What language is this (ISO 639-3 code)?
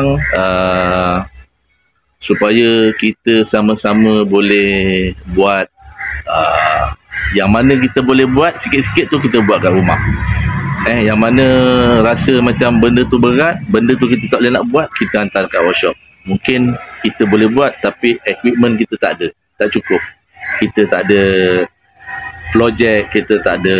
msa